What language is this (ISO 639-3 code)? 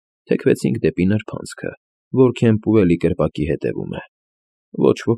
hye